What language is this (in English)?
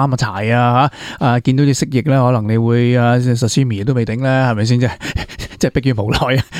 Cantonese